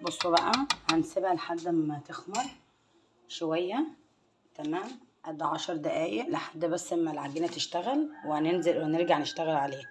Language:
Egyptian Arabic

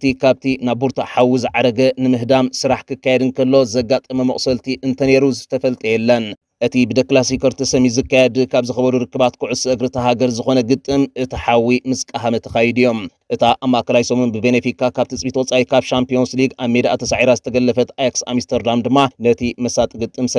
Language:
Tigrinya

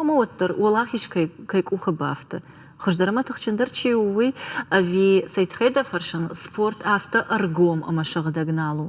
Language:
Ossetic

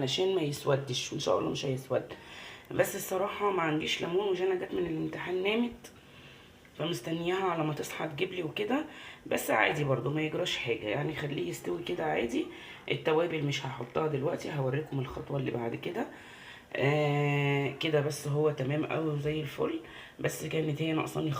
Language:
Egyptian Arabic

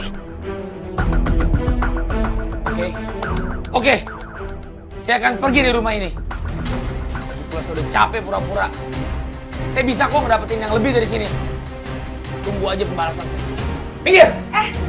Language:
Indonesian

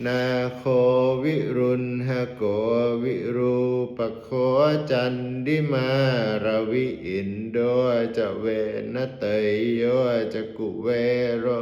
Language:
Pali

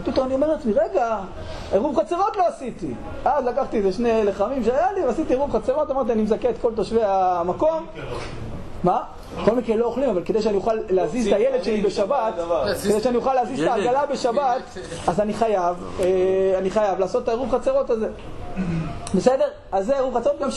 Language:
Hebrew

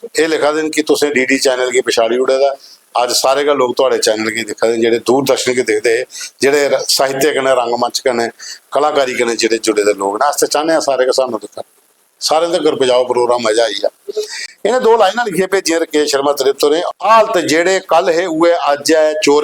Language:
Dogri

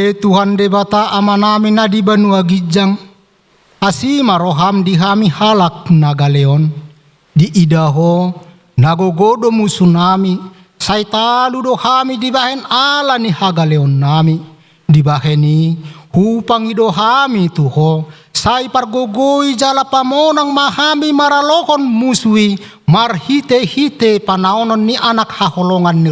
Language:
Batak Toba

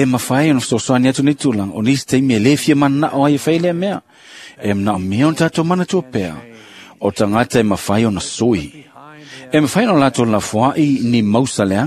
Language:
Samoan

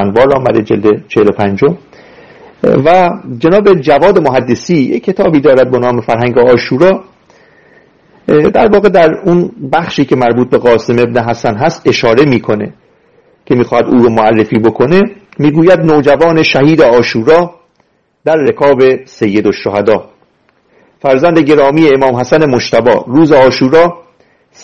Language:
Persian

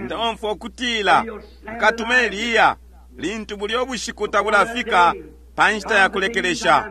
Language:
Bemba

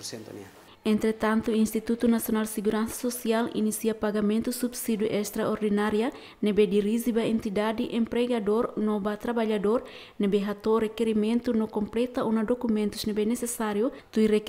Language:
Tetum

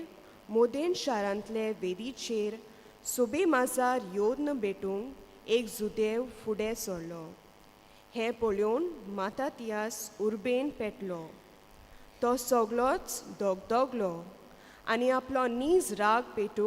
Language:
Konkani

